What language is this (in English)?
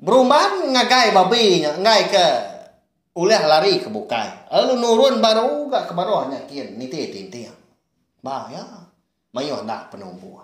Iban